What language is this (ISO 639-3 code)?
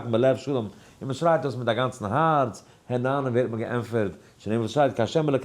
yid